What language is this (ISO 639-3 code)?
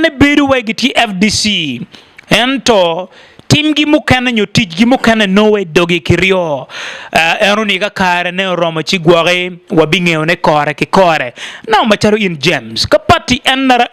ach